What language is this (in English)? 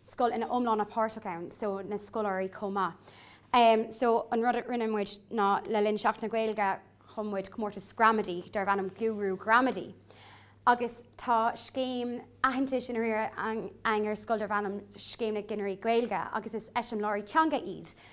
Irish